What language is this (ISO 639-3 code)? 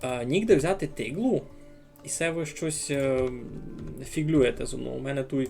rue